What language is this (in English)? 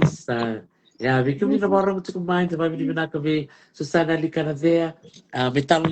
Fijian